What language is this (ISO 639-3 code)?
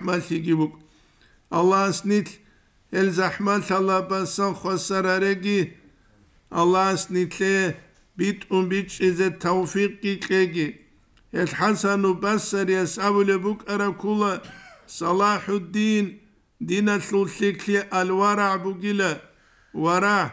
ava